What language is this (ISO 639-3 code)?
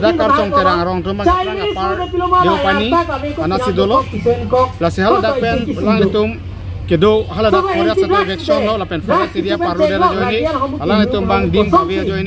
mjw